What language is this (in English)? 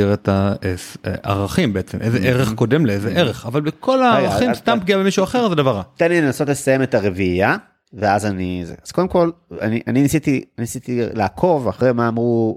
Hebrew